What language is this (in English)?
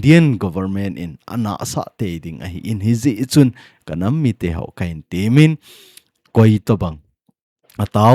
Thado Chin